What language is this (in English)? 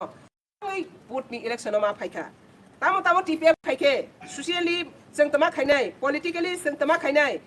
Kok Borok